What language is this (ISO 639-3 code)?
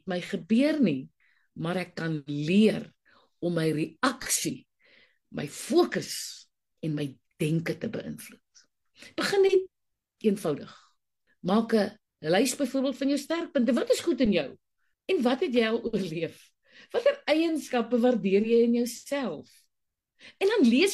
afr